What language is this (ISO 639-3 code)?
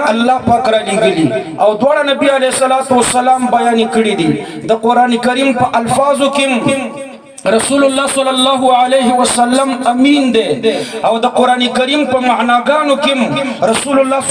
pus